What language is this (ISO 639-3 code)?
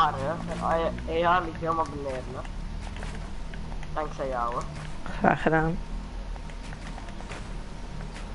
nld